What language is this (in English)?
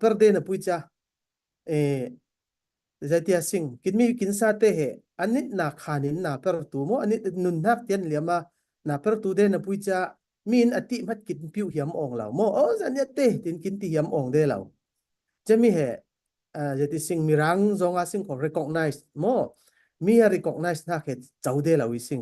Falam Chin